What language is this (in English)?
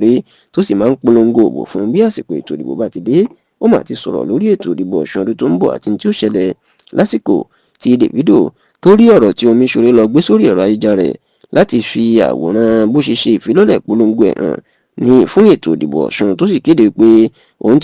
Yoruba